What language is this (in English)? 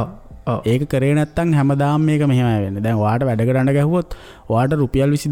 Sinhala